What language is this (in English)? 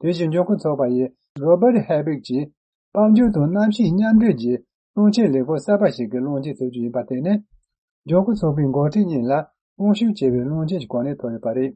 Tibetan